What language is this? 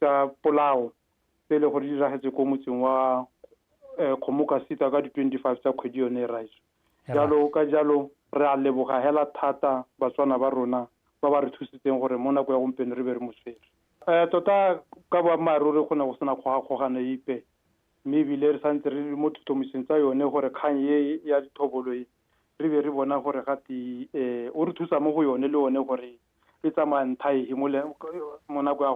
Tswana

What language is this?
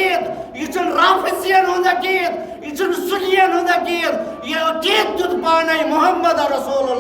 Kashmiri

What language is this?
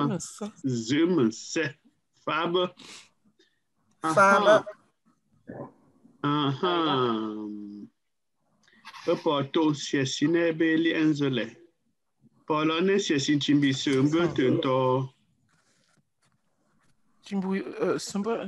French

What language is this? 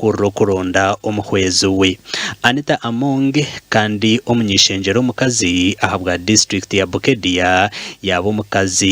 Nyankole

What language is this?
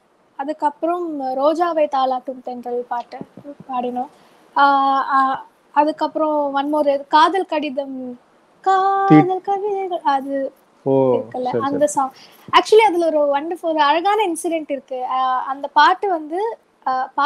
Tamil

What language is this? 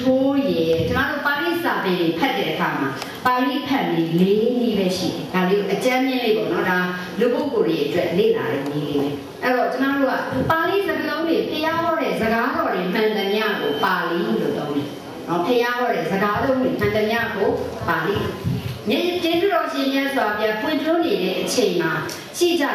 Burmese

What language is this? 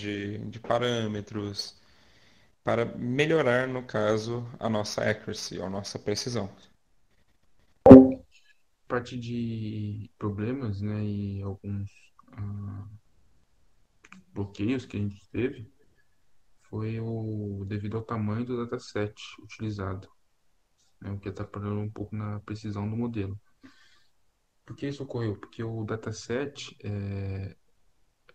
Portuguese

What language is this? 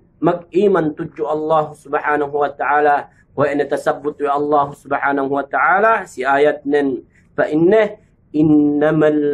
Yakan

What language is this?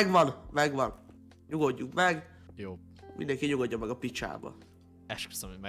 Hungarian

